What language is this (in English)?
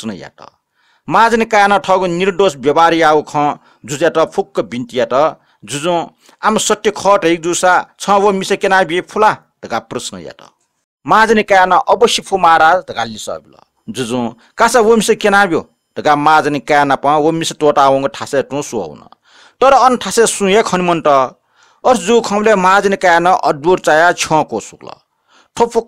Newari